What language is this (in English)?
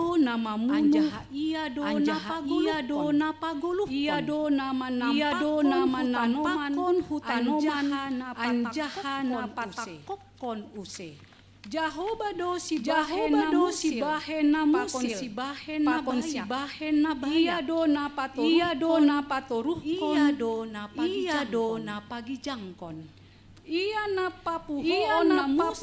Batak Simalungun